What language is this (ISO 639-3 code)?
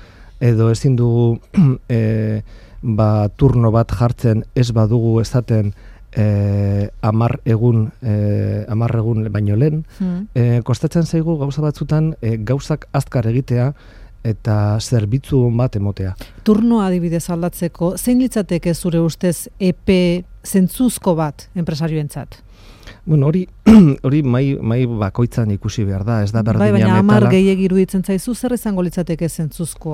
eus